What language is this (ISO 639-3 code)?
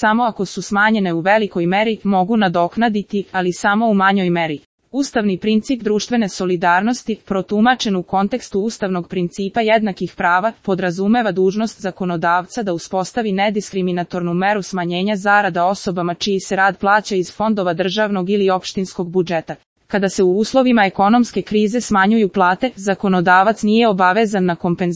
srp